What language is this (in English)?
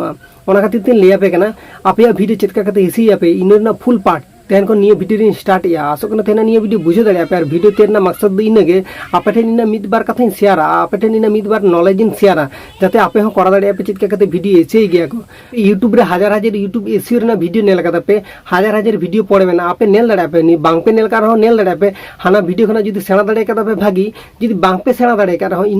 Santali